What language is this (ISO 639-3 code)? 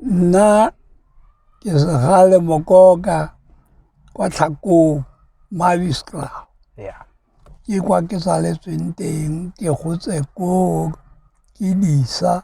tsn